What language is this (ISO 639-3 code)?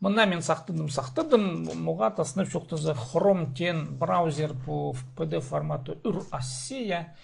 kjh